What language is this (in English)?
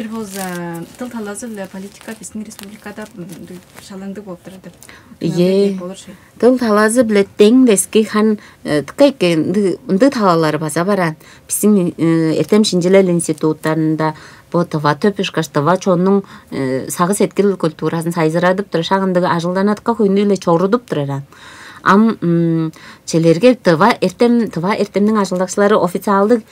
Tuvinian